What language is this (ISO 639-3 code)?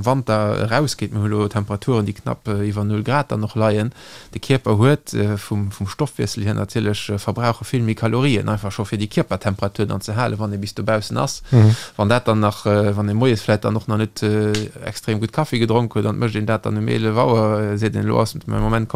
ltz